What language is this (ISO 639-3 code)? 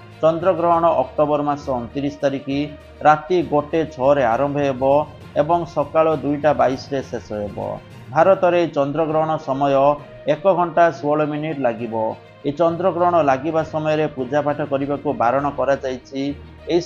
ori